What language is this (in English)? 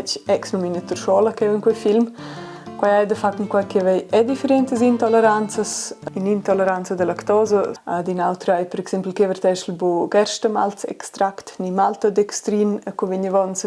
Romansh